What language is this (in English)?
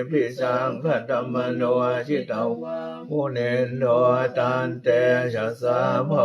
Pali